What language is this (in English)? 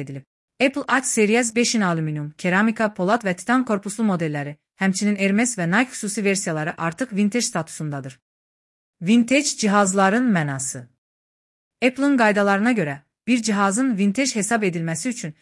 Azerbaijani